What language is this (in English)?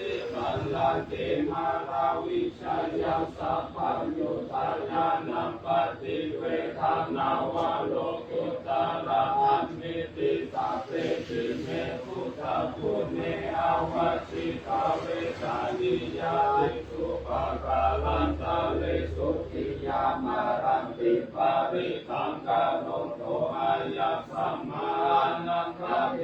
Pali